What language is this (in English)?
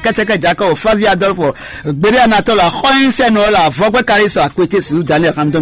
Fon